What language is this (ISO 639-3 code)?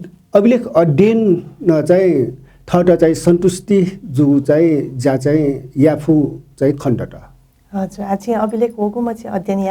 new